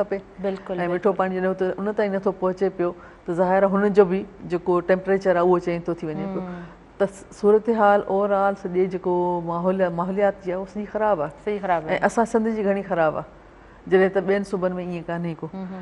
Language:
Sindhi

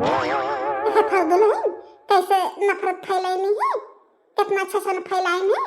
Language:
Bhojpuri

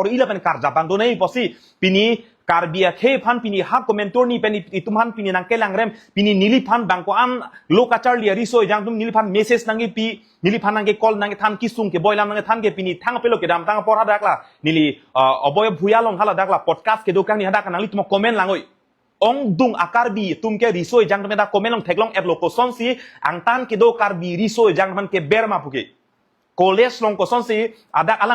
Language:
Karbi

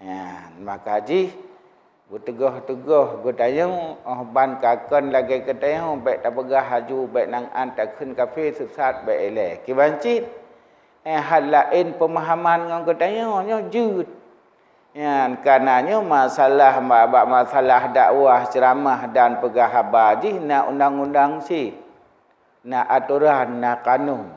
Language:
Achinese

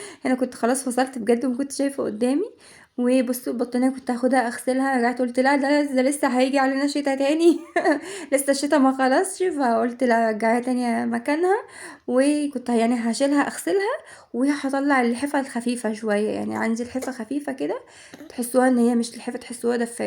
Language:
Egyptian Arabic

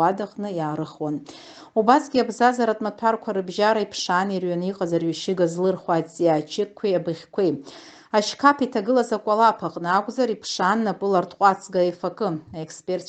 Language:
Abkhazian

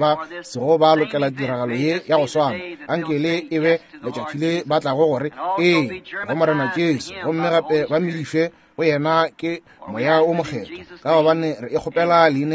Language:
Northern Sotho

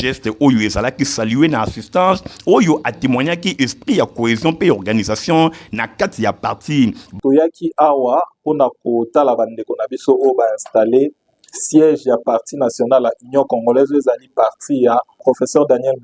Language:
Lingala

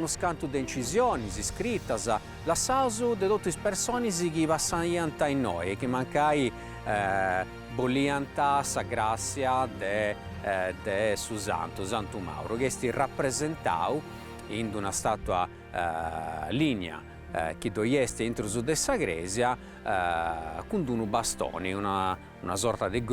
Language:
Sardinian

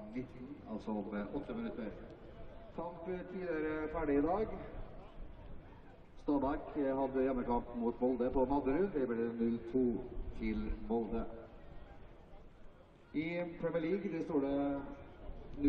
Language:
Norwegian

